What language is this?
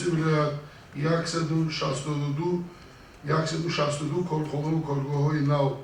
Tajik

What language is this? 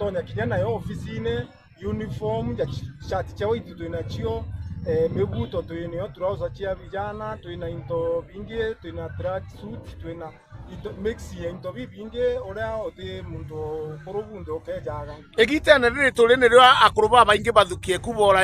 Meru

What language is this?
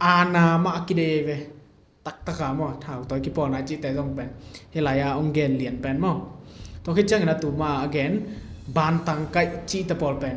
Tedim Chin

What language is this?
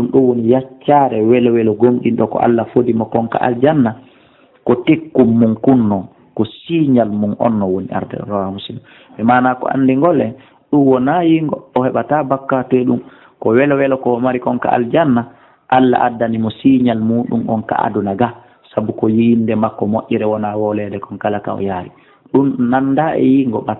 Pular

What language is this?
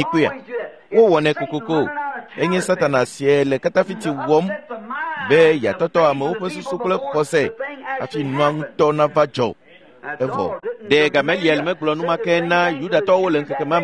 Ewe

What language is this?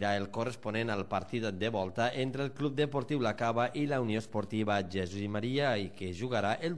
Catalan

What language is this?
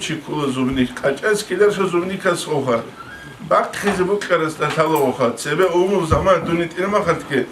Avaric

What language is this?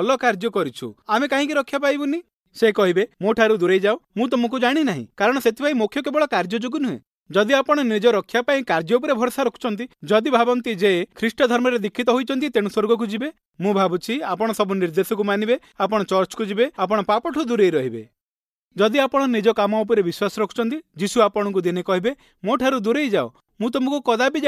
Odia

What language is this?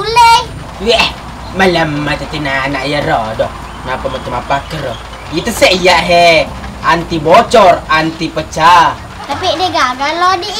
Buginese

